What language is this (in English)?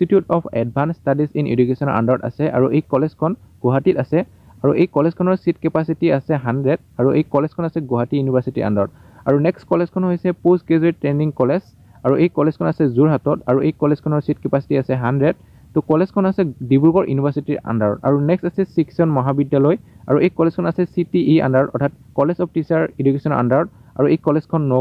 Assamese